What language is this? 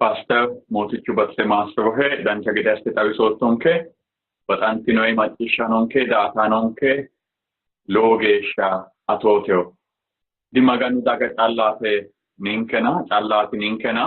Sidamo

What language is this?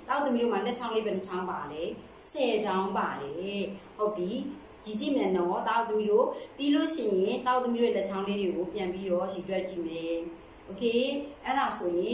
Burmese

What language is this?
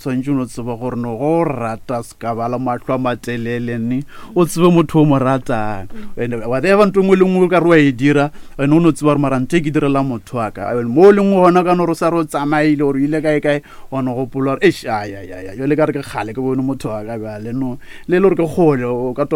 Northern Sotho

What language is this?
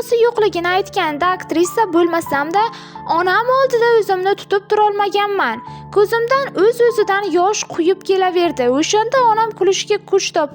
Uzbek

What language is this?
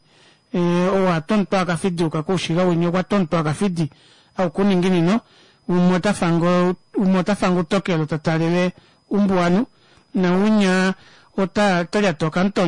Kuanyama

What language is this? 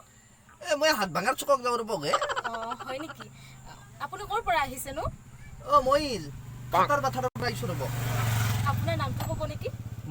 Assamese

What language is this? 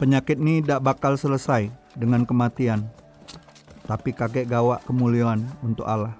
Musi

